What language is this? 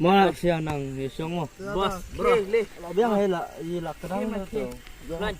Khasi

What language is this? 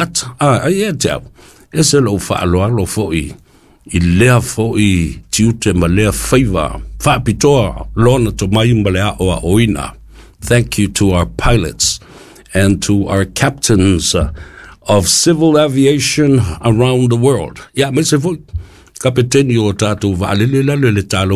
Samoan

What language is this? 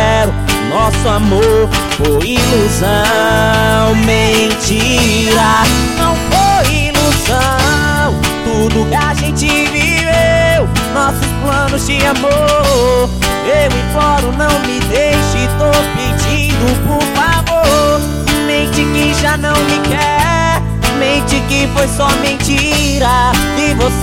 Portuguese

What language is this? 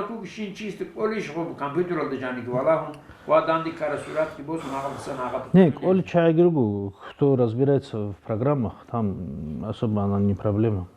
Avaric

